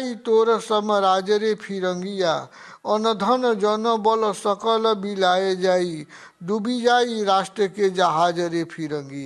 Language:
Bhojpuri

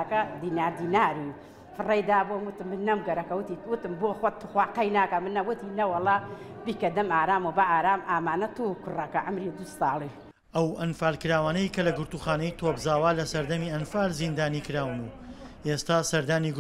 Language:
Central Kurdish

